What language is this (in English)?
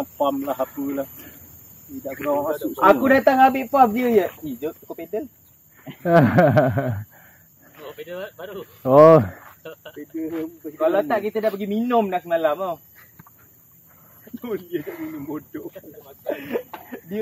Malay